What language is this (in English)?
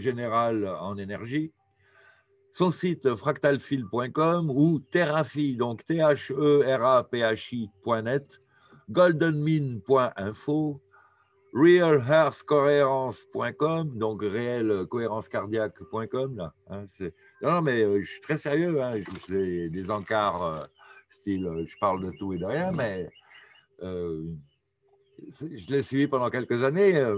French